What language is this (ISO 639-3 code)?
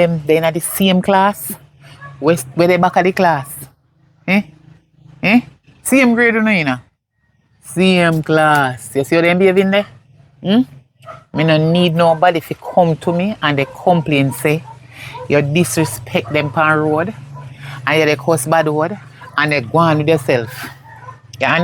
jam